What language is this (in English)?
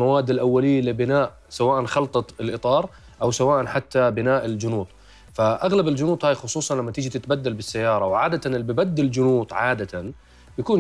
Mesopotamian Arabic